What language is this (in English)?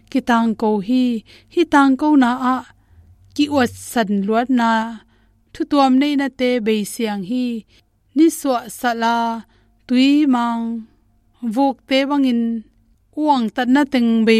Tedim Chin